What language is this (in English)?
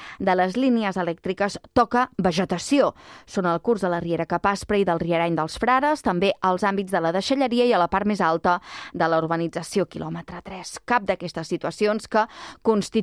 Catalan